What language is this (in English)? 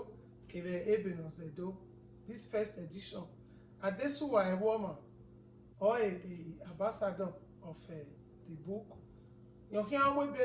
Bini